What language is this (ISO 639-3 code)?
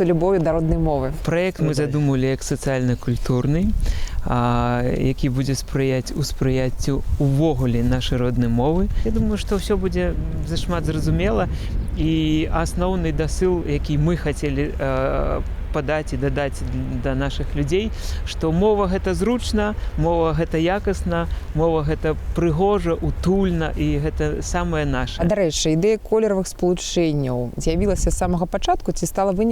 bel